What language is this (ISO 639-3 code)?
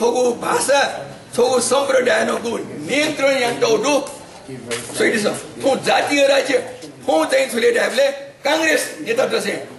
new